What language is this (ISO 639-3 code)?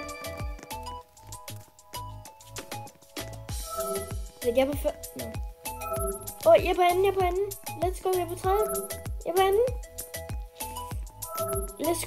dan